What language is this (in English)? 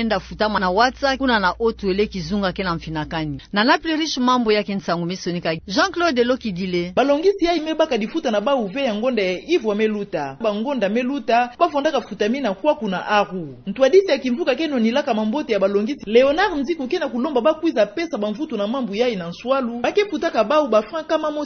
Kituba (Democratic Republic of Congo)